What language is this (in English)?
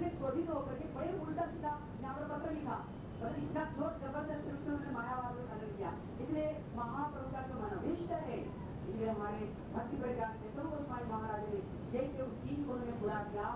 Hindi